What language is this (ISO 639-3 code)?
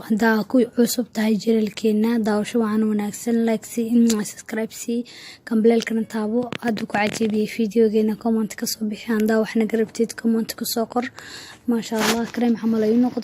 som